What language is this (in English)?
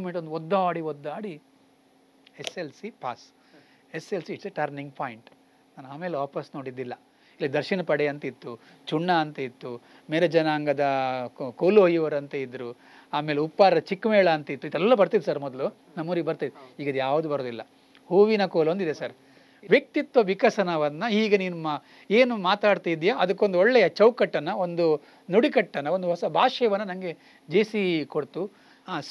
Kannada